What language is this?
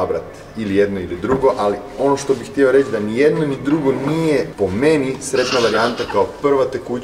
Croatian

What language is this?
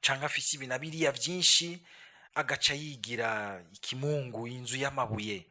Rundi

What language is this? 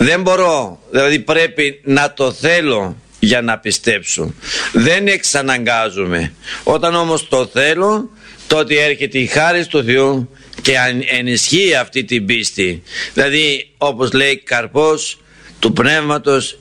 Greek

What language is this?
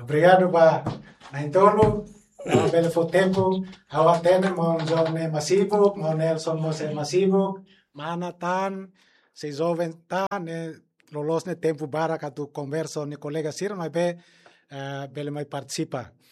Tetum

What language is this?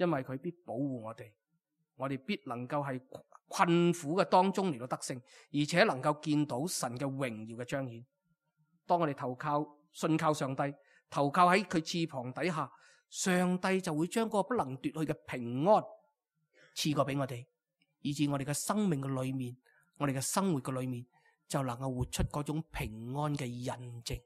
Cantonese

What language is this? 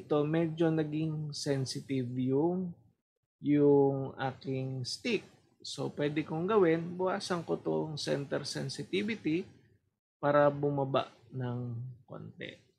Filipino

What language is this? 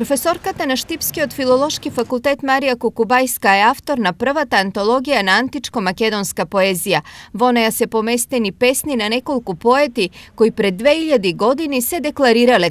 Macedonian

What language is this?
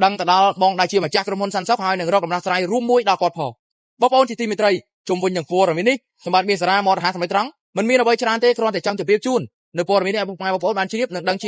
Khmer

